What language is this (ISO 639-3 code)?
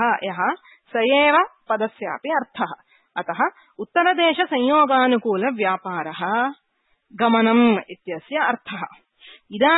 san